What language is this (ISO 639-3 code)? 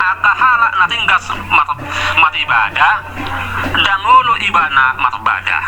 bbc